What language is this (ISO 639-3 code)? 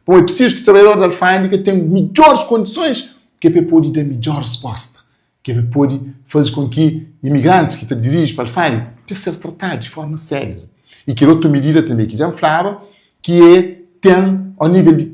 kea